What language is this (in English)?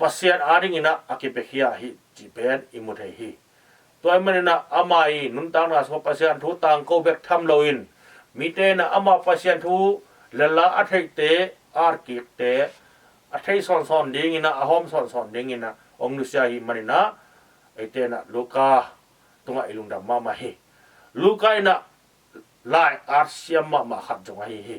Tedim Chin